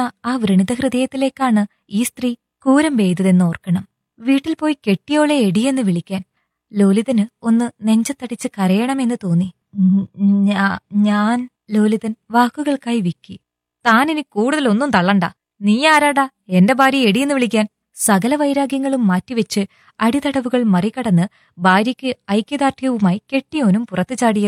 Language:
Malayalam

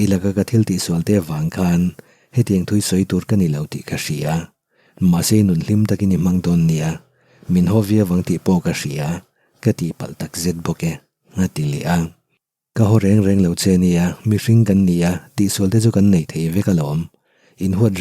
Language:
Mizo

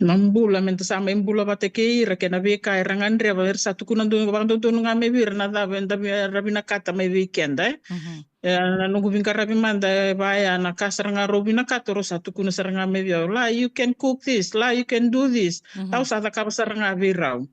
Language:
Fijian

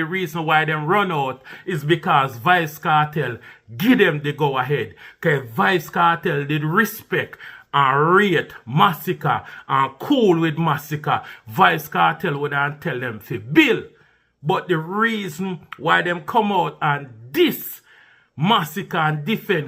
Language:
Jamaican Creole English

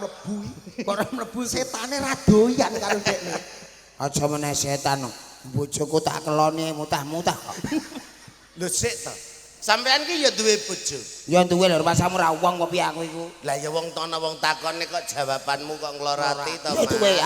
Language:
Javanese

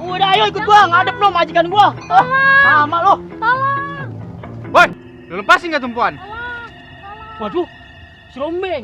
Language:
Betawi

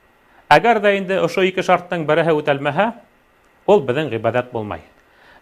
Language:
Bashkir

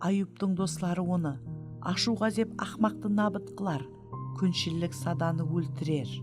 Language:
Kara-Kalpak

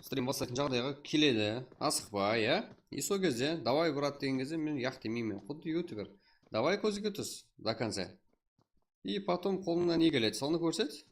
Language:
Kara-Kalpak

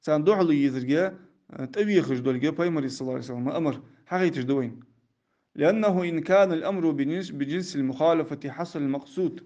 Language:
Ingush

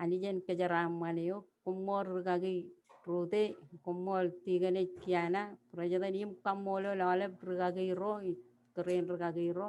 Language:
Marshallese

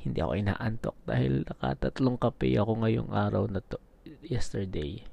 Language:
Filipino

